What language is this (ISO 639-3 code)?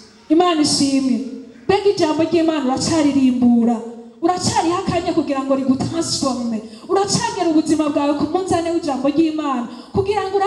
run